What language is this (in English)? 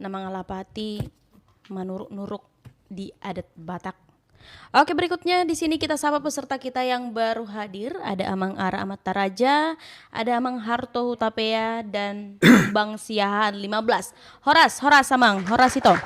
Batak Toba